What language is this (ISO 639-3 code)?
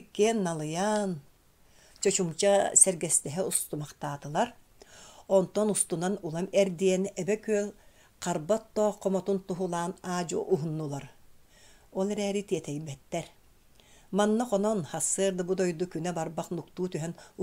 sah